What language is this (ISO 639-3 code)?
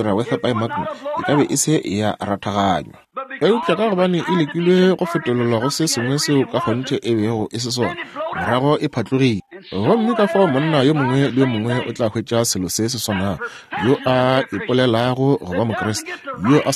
nso